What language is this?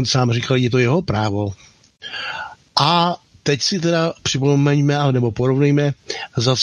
Czech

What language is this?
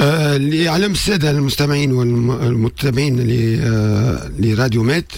Tunisian Arabic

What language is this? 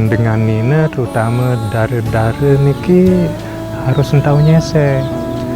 Sasak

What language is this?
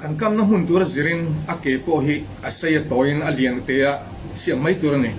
Mizo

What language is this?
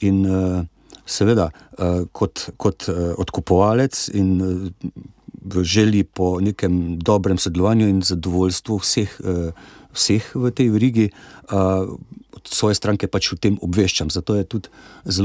Slovenian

